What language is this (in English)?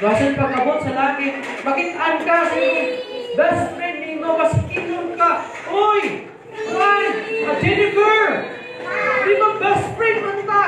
Cebuano